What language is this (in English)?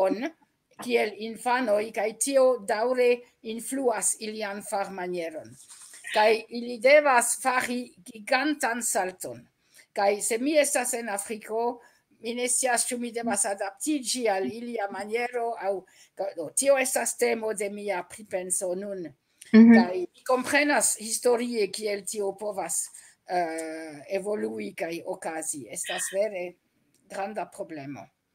Esperanto